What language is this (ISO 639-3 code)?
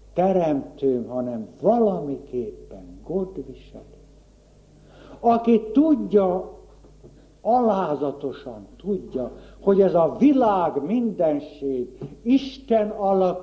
hun